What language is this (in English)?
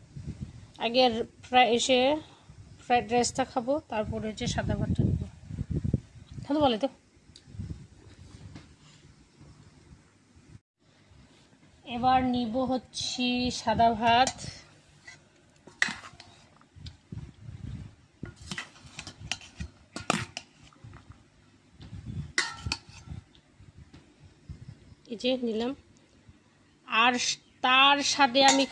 Bangla